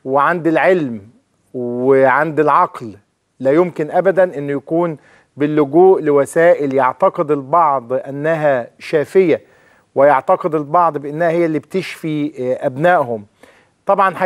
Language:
Egyptian Arabic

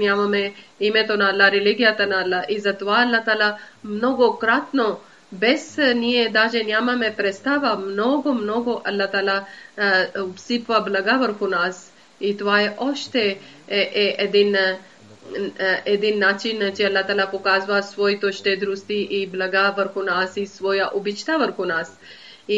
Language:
Bulgarian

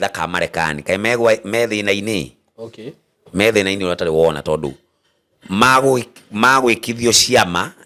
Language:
Kikuyu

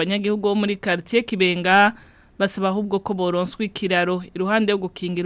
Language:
Rundi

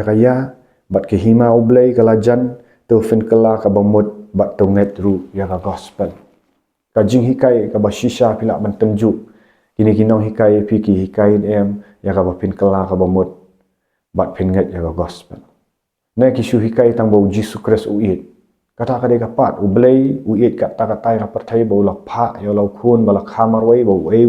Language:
Khasi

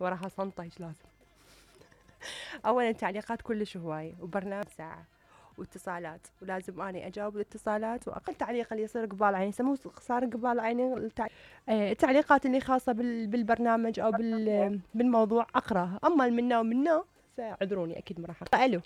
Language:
Mesopotamian Arabic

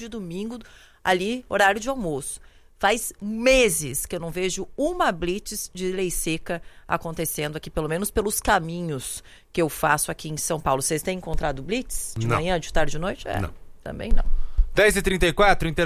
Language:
Portuguese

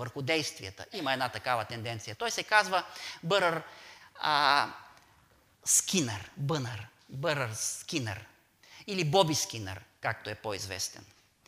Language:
Bulgarian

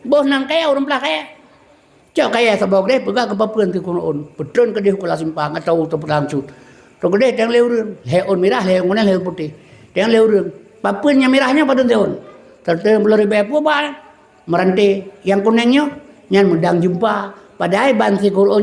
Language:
Achinese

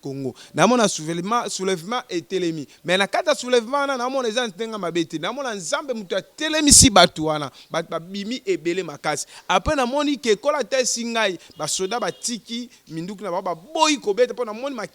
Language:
Lingala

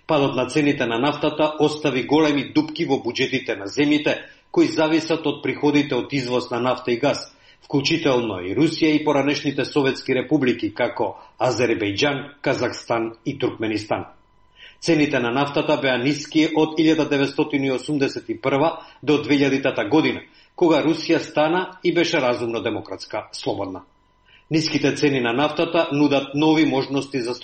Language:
Macedonian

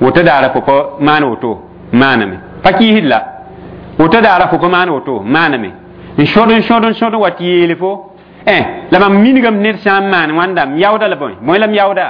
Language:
Mossi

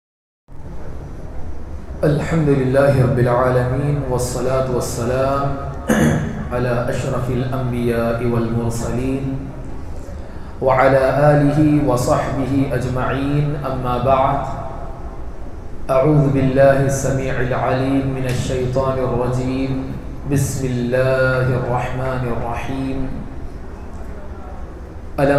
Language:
Urdu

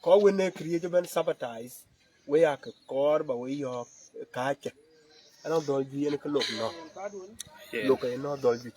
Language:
Dinka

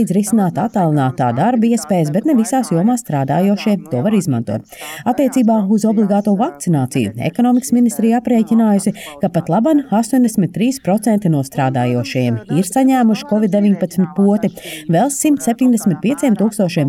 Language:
Latvian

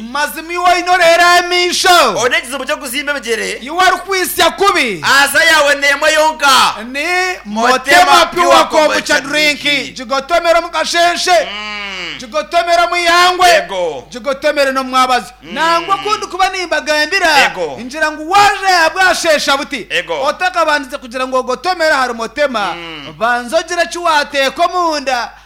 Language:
Nyankole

